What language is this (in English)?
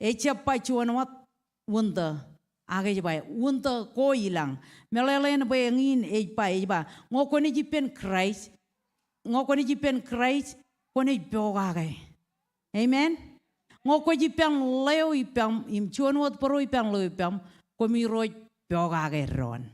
Marshallese